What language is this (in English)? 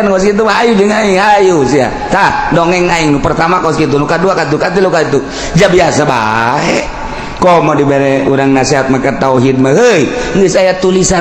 Sundanese